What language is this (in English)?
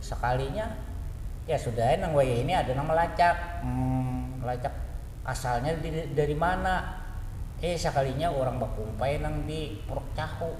Banjar